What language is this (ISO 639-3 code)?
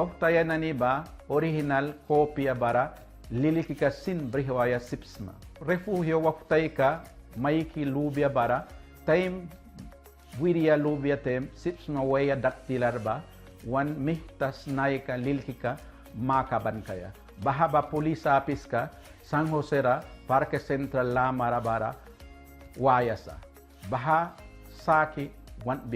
miq